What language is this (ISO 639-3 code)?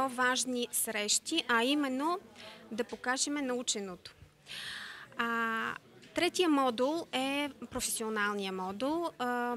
bul